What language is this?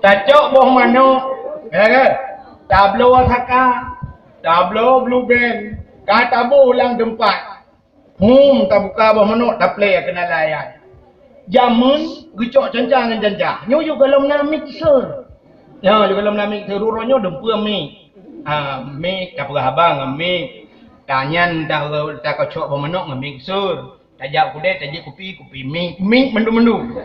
Achinese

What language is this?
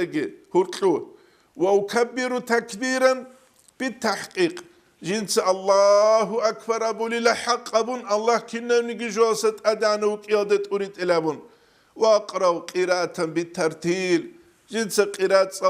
Avaric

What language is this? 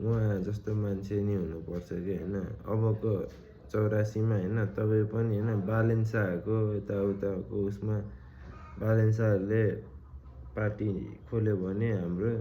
Nepali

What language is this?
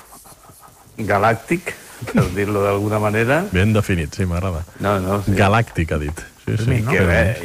Catalan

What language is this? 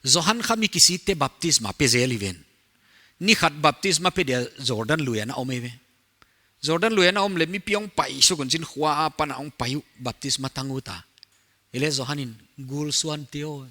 Paite Chin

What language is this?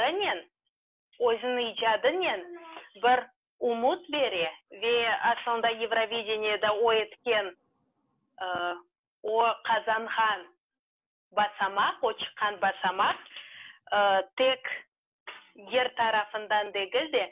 Crimean Tatar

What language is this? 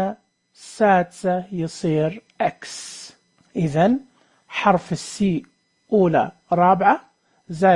Najdi Arabic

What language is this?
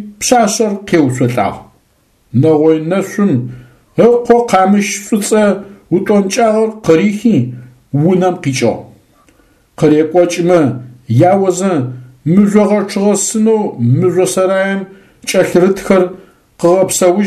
Adyghe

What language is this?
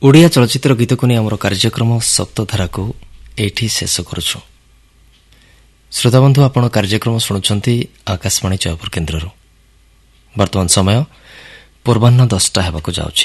Odia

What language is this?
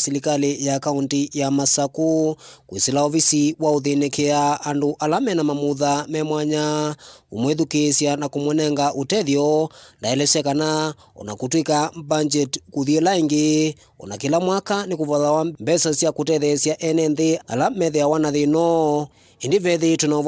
Kamba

